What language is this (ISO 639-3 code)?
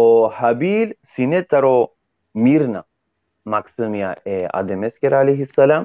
rmn